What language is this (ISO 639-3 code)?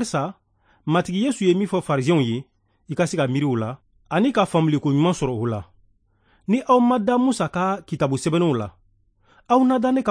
bam